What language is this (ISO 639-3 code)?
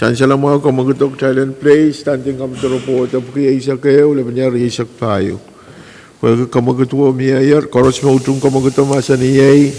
pon